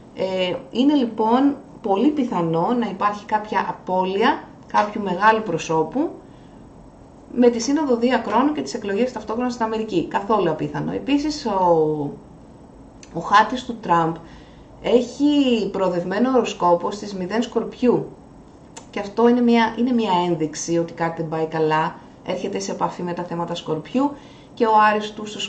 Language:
Greek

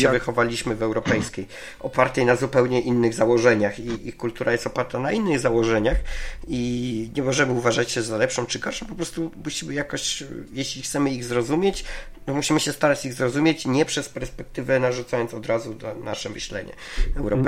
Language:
Polish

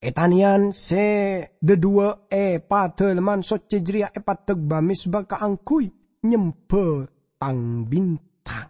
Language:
Madurese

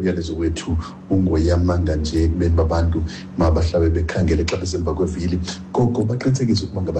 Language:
Xhosa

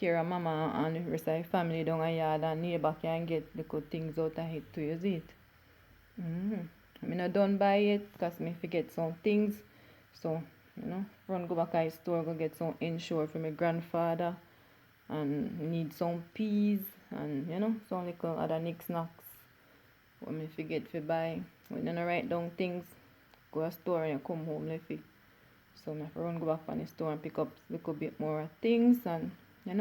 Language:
Jamaican Creole English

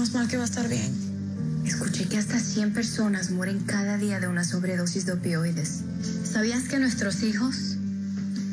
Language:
Spanish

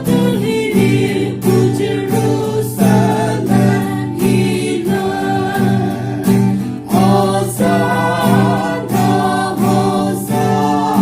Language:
Poumei Naga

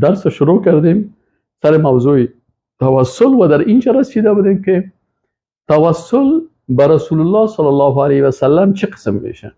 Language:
Persian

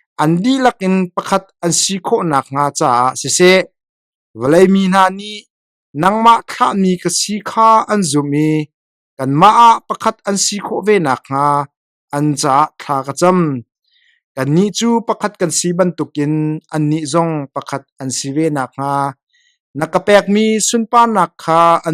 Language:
Hakha Chin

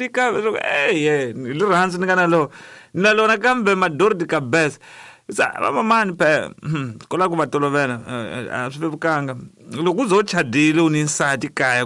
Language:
Tsonga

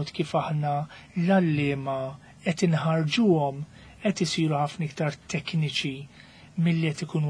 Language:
Maltese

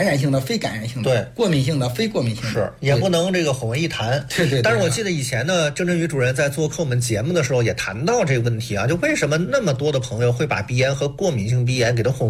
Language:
Chinese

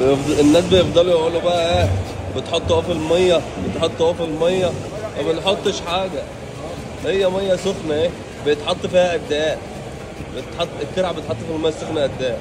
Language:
Egyptian Arabic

